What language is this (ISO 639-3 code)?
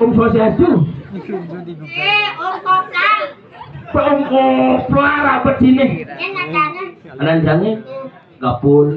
ban